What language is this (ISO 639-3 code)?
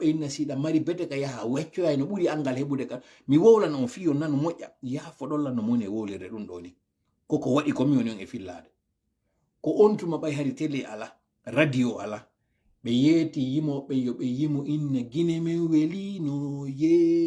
ful